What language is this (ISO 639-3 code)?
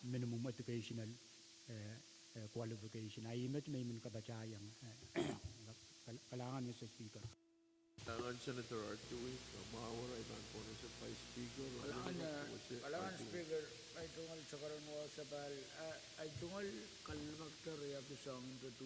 pon